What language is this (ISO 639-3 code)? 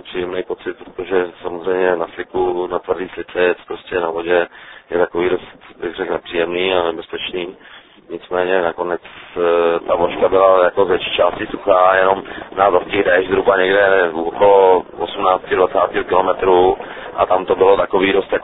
ces